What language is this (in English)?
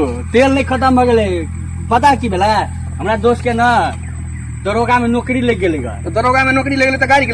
Maithili